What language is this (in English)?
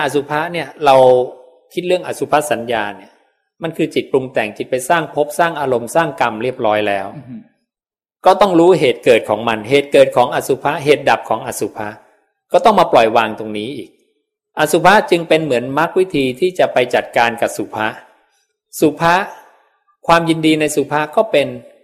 Thai